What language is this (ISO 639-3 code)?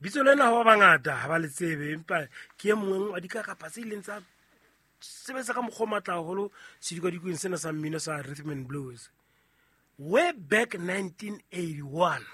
sot